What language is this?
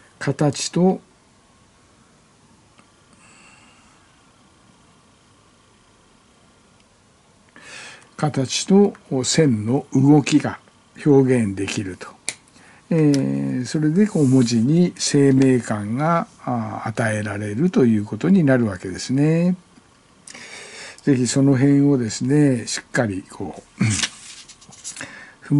Japanese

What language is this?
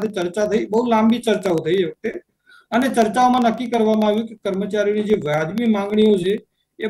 Gujarati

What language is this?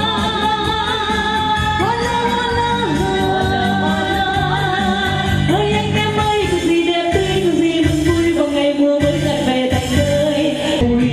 Vietnamese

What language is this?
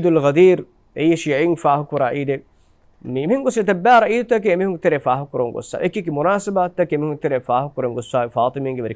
Divehi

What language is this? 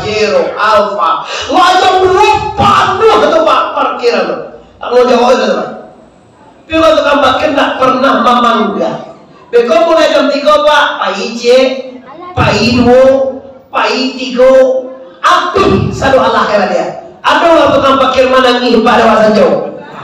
Minangkabau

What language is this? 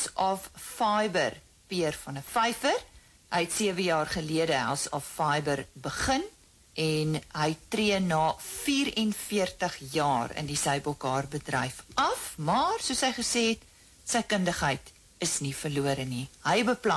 Afrikaans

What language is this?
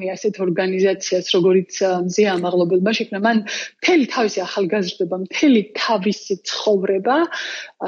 Georgian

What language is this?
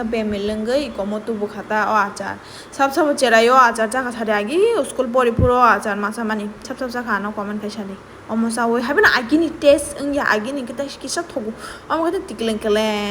Kok Borok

